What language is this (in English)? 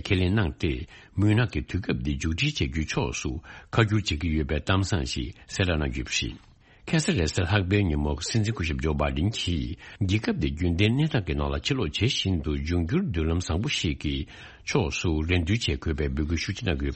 Tibetan